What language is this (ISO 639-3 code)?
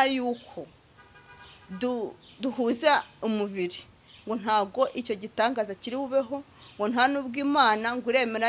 kin